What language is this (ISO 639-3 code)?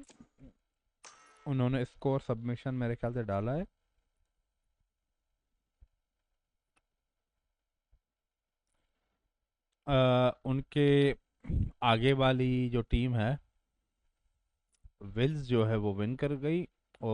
hin